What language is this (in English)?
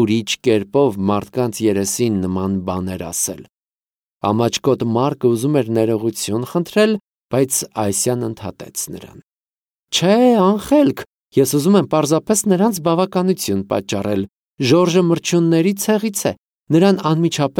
Armenian